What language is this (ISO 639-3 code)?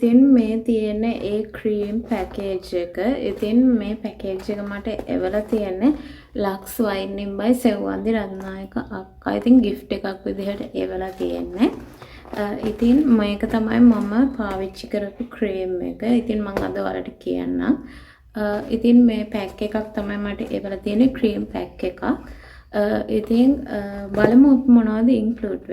sin